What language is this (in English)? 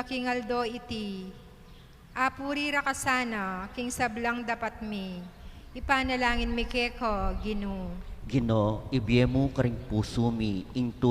Pampanga